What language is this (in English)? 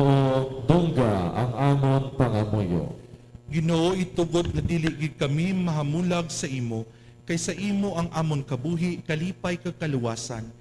Hiligaynon